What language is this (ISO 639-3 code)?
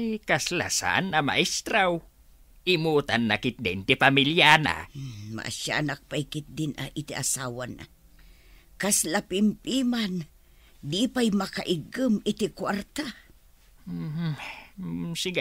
ilo